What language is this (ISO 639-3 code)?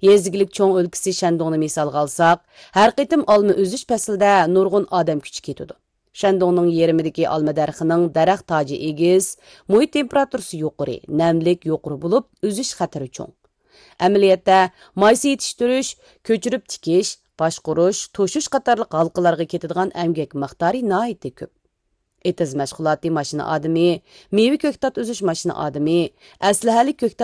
uig